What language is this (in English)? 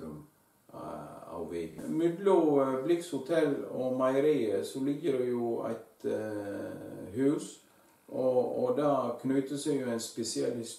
Norwegian